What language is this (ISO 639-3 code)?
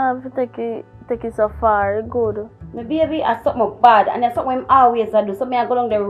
jam